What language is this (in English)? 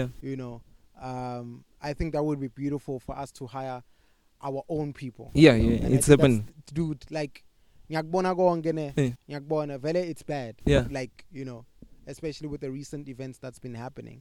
English